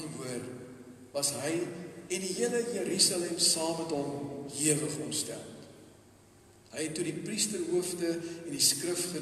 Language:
Afrikaans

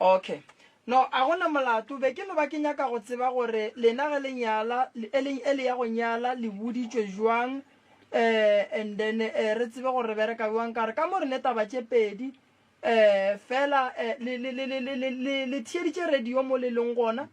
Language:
Northern Sotho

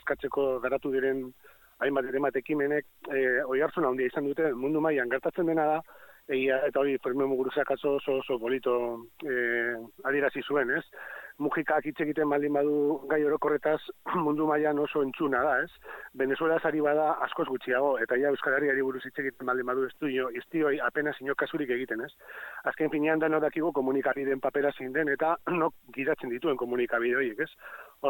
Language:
Basque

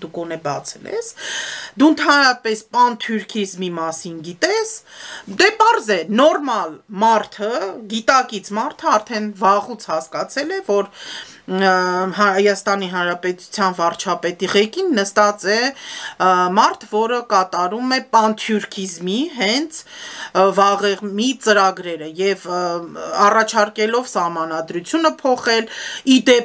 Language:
Armenian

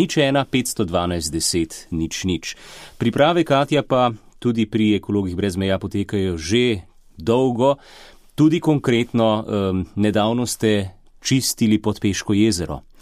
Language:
Slovenian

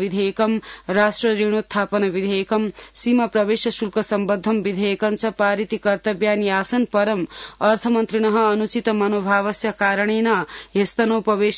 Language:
Sanskrit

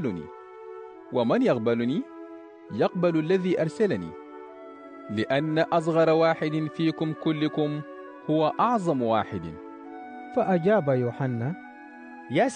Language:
Sudanese Arabic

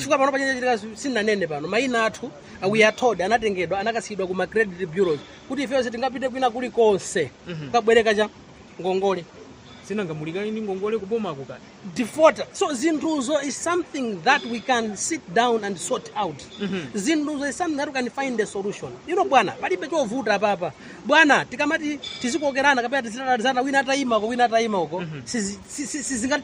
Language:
Nyanja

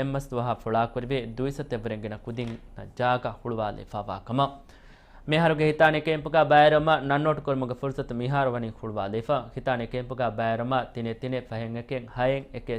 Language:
Divehi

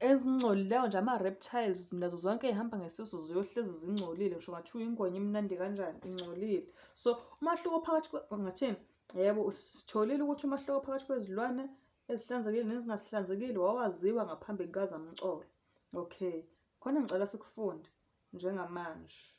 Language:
Zulu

